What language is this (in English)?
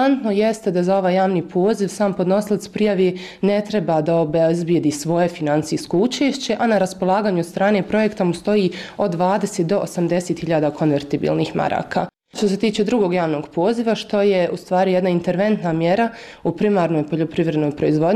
Bosnian